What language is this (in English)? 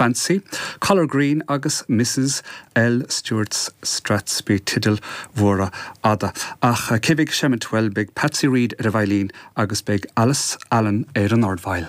Irish